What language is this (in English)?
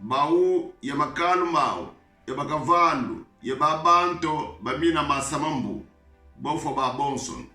Kongo